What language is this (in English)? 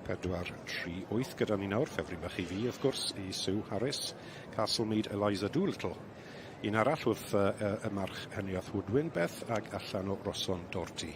Welsh